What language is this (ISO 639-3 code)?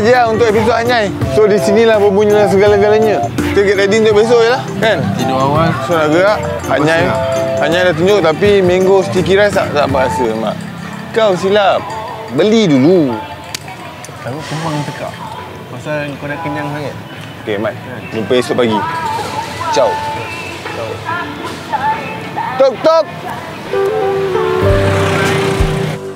msa